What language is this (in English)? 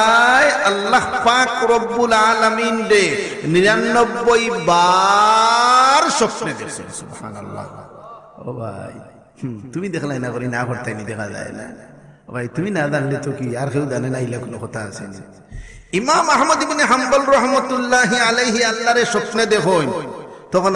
Sylheti